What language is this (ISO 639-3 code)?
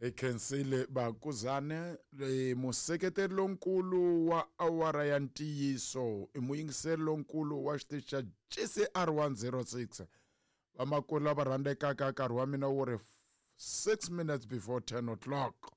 tso